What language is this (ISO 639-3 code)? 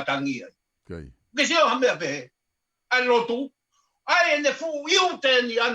ton